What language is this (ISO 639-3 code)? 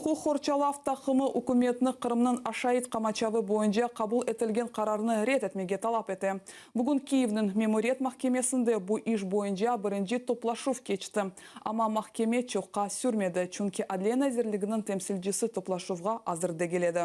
crh